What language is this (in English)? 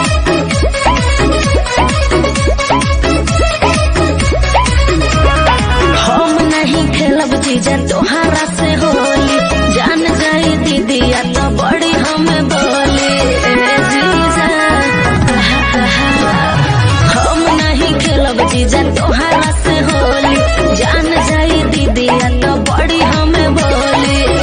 Bhojpuri